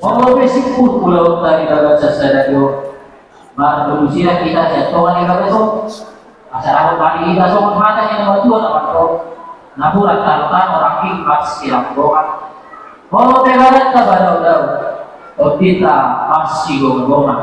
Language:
Batak Toba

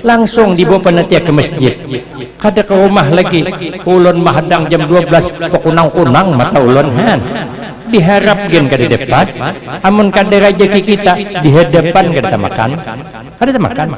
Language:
Banjar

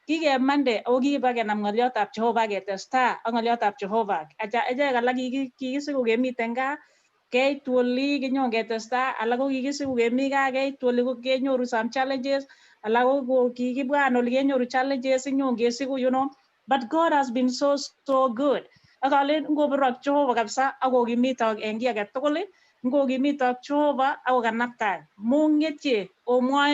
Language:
Kalenjin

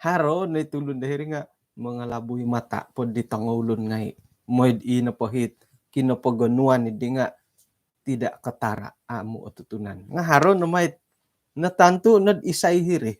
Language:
Central Dusun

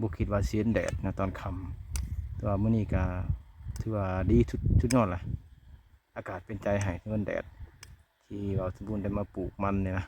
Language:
Lao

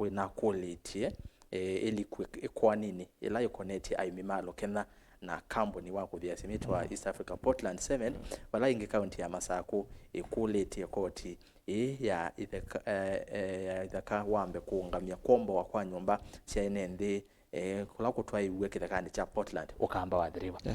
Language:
Kamba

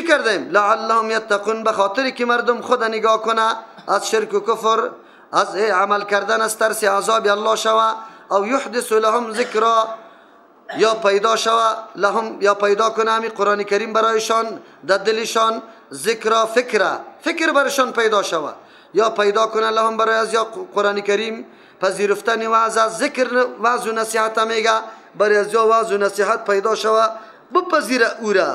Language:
Persian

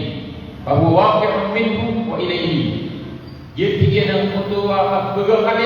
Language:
Maranao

